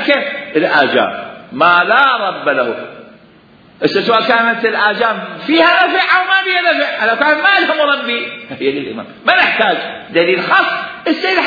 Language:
Mesopotamian Arabic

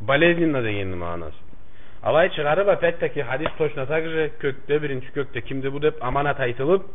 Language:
Karachay-Balkar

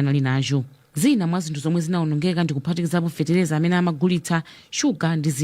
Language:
Nyanja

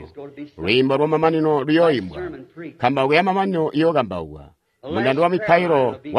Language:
Tonga (Zambia)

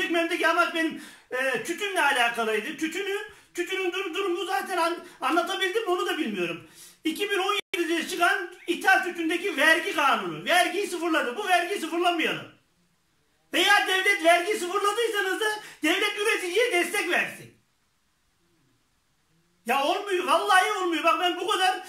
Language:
Turkish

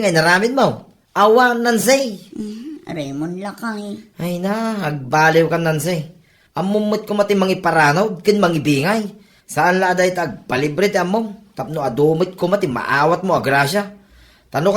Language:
Iloko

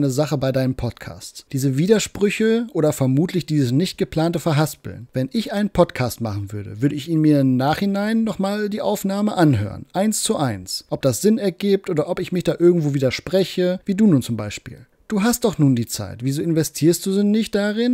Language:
German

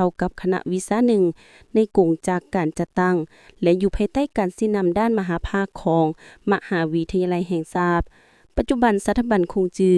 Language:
Lao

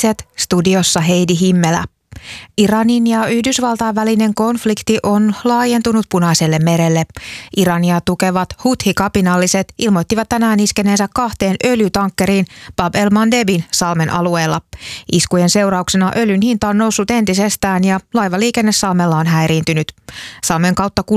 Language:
Finnish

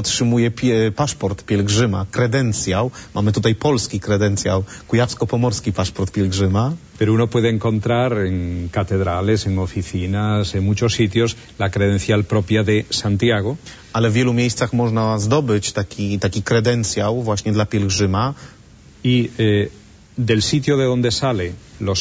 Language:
Polish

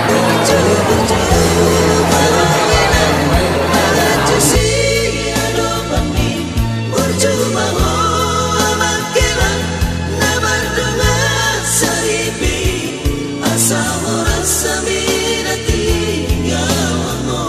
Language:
Batak Toba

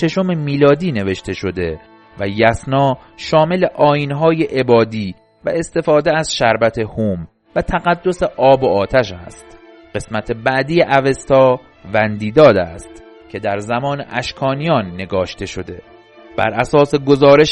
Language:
Persian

